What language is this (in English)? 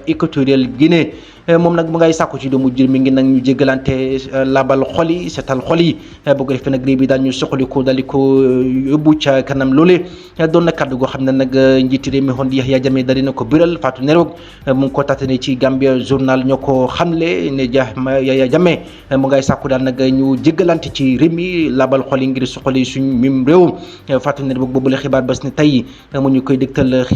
Wolof